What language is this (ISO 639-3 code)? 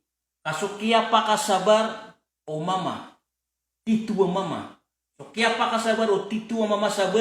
mrw